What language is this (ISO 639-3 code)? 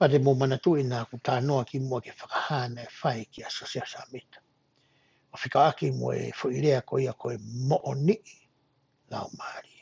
ton